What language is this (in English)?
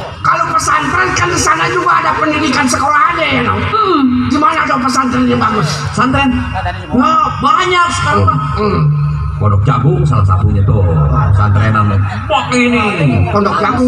Betawi